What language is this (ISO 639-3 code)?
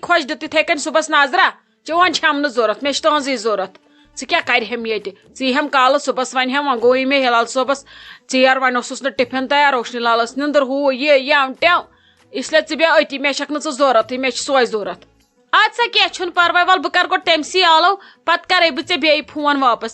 kas